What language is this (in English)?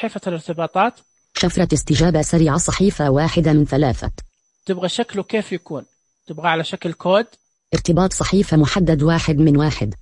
Najdi Arabic